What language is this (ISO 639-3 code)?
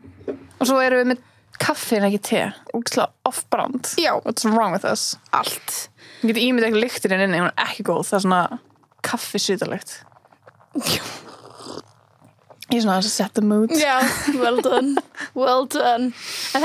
isl